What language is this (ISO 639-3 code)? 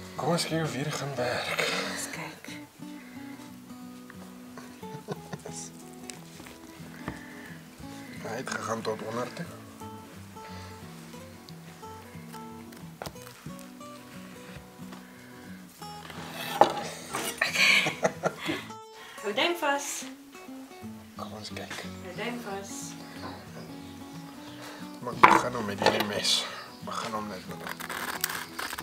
afr